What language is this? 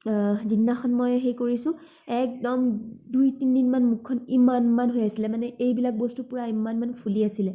Assamese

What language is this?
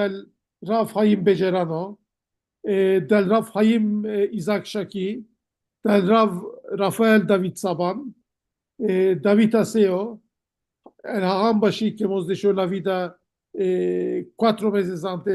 Ladino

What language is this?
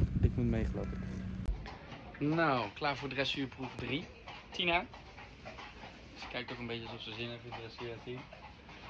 Dutch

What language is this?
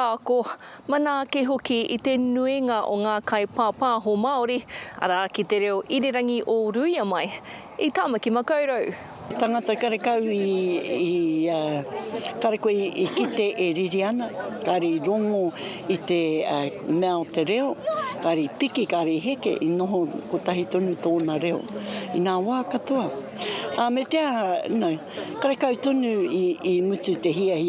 Māori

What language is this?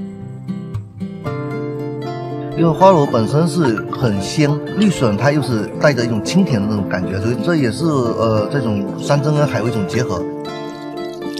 Chinese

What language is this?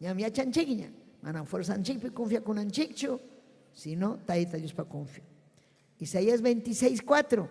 Ayacucho Quechua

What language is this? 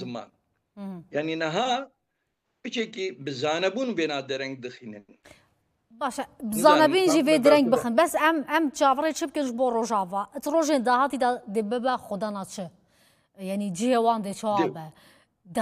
Kurdish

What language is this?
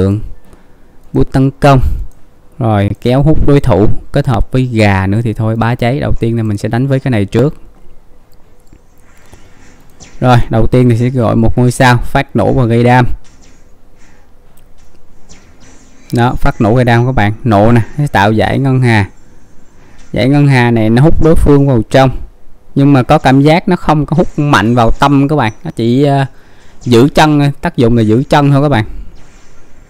Vietnamese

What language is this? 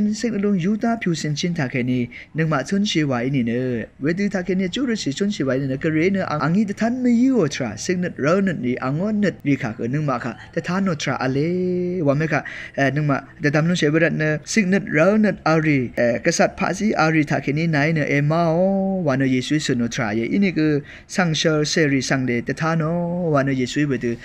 Rawang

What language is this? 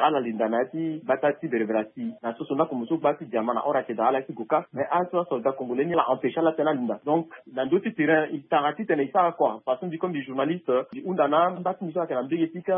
Sango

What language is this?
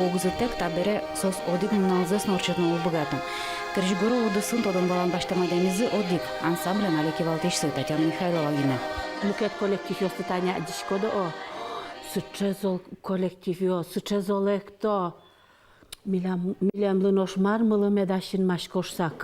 Udmurt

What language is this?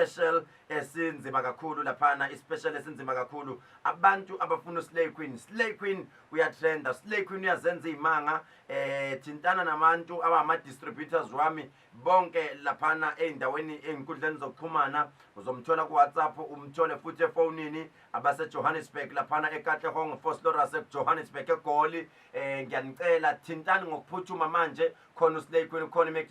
Zulu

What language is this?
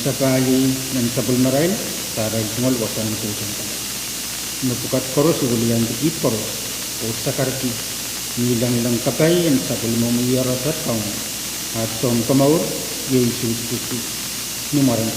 Pohnpeian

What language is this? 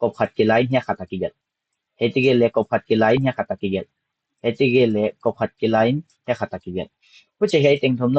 Paite Chin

